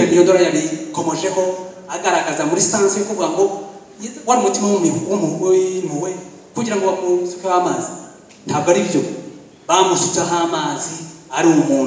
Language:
Kinyarwanda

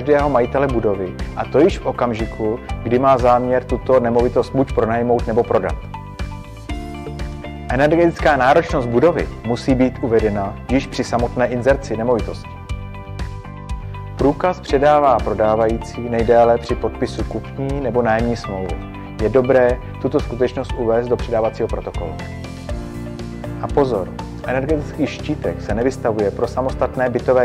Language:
Czech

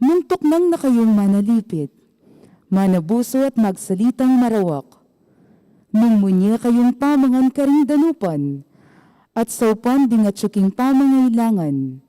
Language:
Pampanga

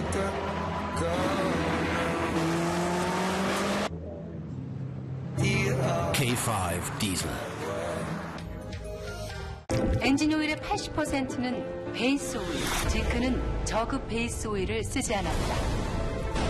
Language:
Korean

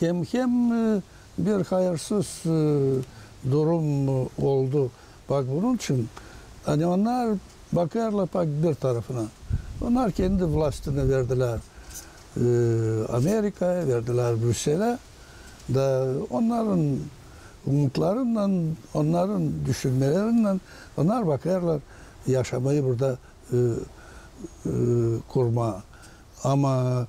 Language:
Gagauz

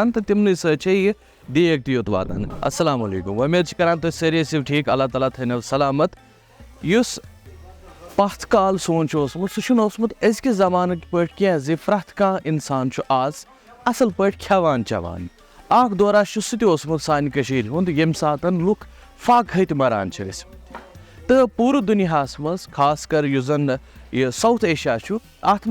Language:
Kashmiri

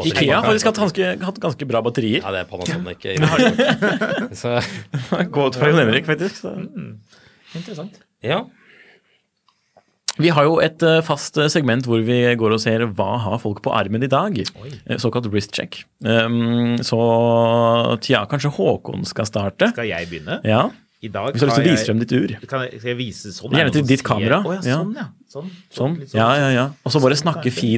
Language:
Norwegian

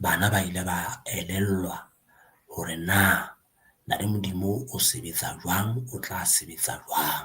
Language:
Southern Sotho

